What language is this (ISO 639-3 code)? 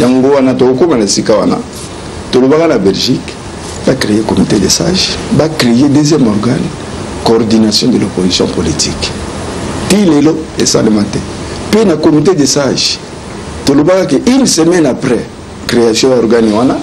lin